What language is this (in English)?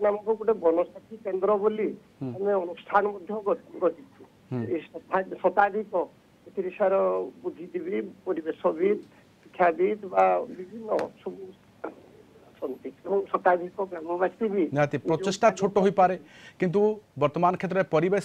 Odia